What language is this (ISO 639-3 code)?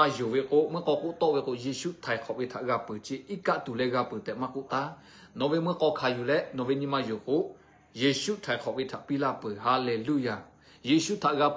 lhu